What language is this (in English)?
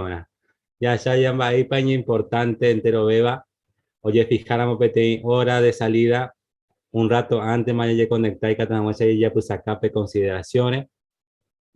Guarani